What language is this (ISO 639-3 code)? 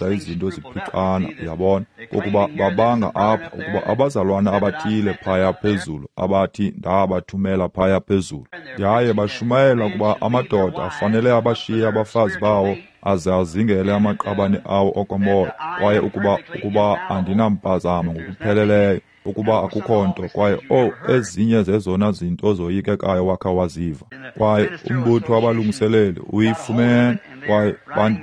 xho